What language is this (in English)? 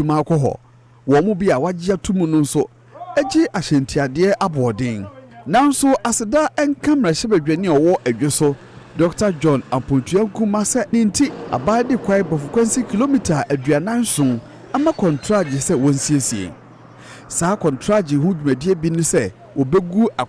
Akan